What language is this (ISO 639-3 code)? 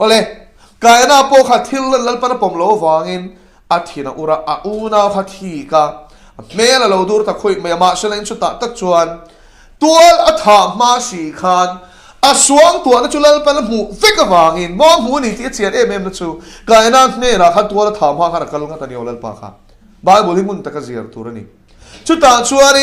lus